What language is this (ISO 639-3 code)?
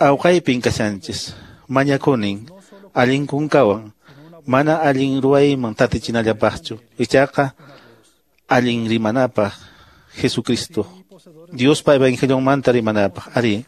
que